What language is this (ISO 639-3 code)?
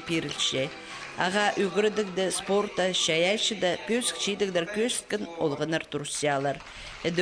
kjh